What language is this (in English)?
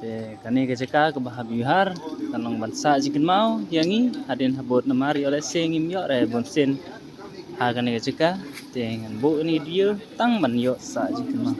Khasi